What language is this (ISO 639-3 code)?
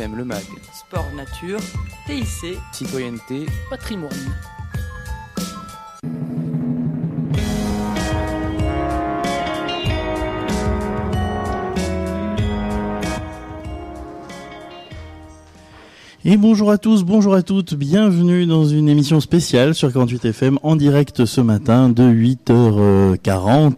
fra